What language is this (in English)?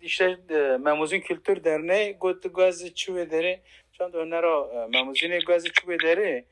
Kurdish